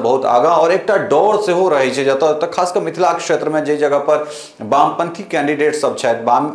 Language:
Maithili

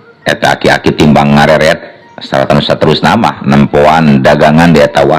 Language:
Sundanese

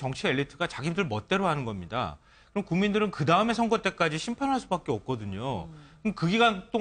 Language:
Korean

